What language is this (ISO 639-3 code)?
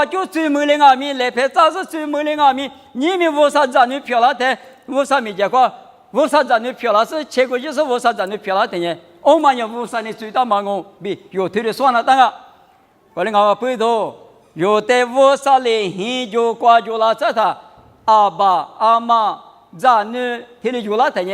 lis